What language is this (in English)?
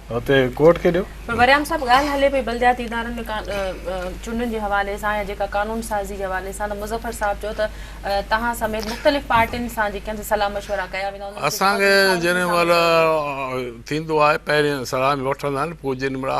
Sindhi